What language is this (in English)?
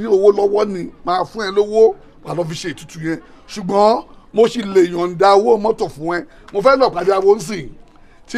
Yoruba